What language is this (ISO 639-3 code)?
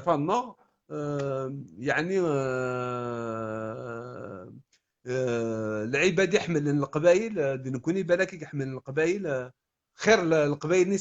kab